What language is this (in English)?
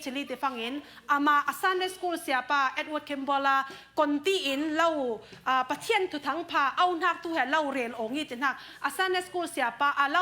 Falam Chin